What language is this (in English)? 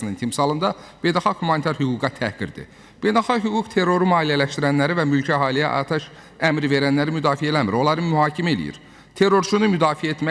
Azerbaijani